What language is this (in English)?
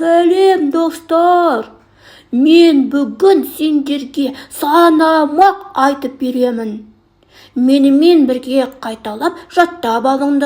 Kazakh